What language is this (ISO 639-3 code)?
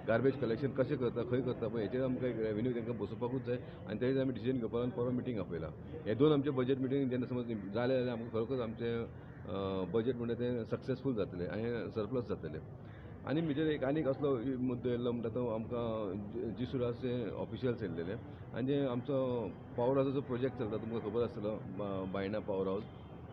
kok